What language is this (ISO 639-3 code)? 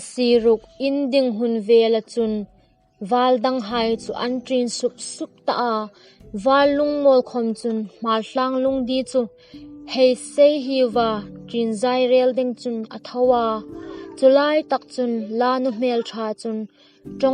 hmr